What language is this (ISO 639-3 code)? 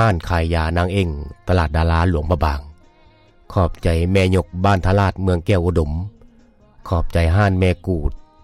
lao